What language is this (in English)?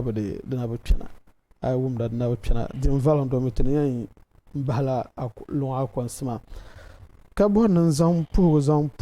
Dagbani